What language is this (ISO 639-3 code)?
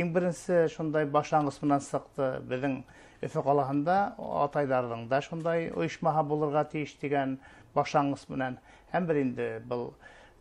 bak